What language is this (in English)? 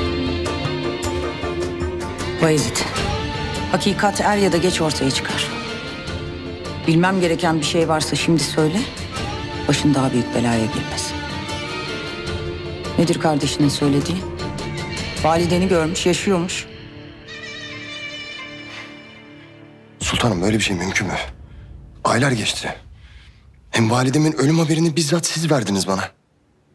Turkish